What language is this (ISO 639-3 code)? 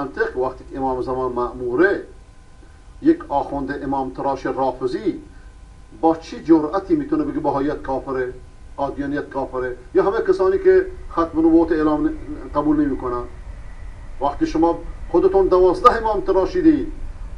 fas